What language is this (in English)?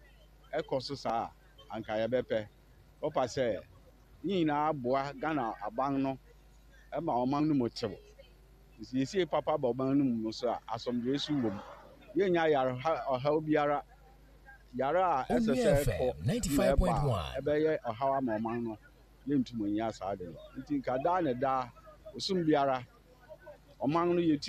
Akan